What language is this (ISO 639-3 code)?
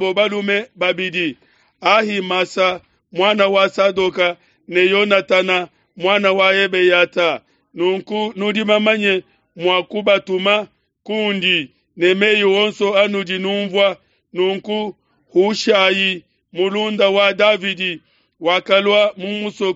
lua